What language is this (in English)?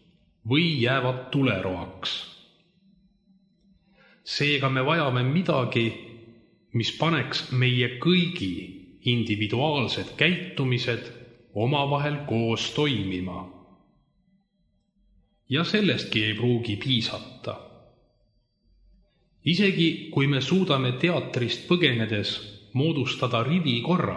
Estonian